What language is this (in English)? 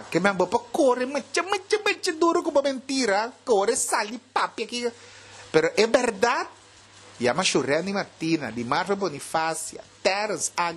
Papiamento